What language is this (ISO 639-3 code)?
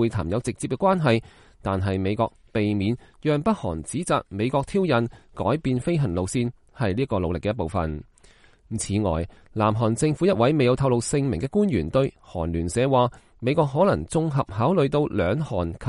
yue